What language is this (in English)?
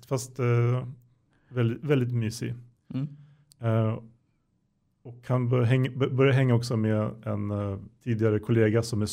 Swedish